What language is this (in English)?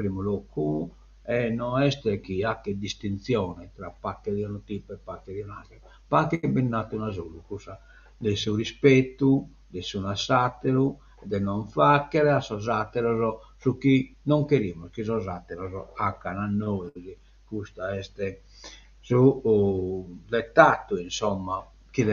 Sardinian